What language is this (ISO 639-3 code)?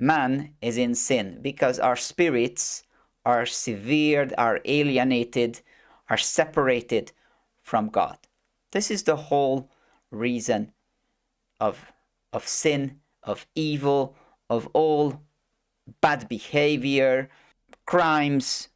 eng